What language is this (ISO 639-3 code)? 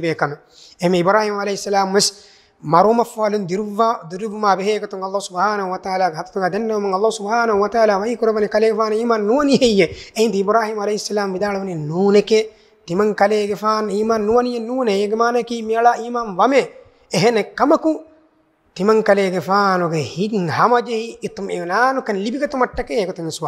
div